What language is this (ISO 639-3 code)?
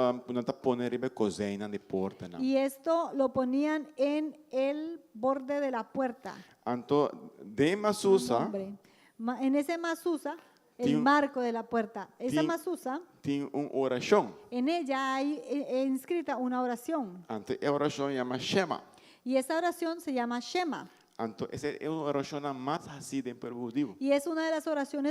pap